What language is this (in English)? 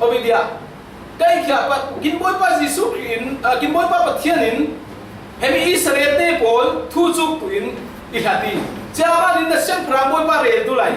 Falam Chin